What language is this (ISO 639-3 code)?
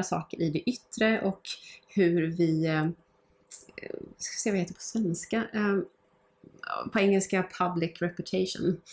swe